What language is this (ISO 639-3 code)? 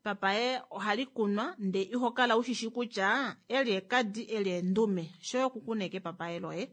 kua